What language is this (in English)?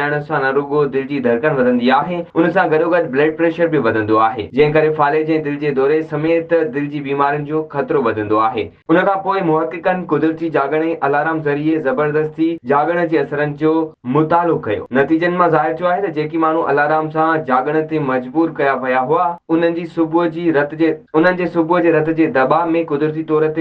Sindhi